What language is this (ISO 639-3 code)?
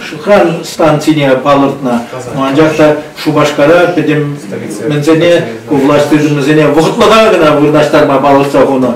chv